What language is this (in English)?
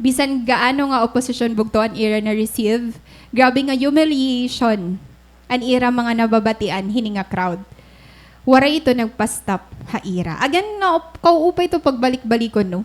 Waray